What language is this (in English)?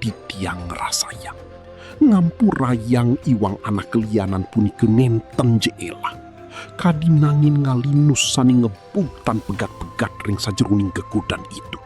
Balinese